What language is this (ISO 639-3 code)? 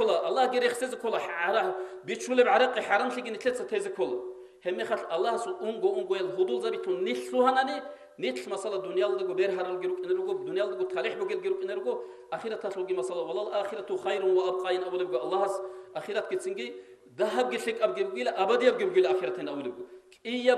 ava